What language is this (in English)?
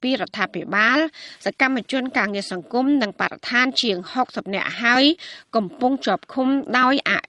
Khmer